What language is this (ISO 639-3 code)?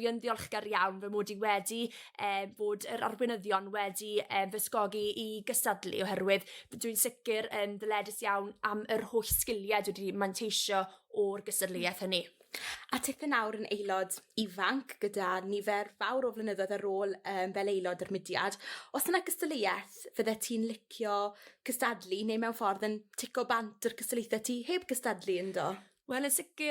cym